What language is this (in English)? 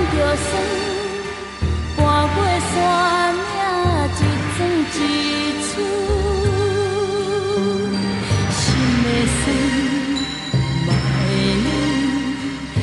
Min Nan Chinese